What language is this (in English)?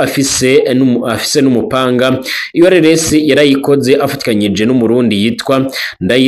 Rundi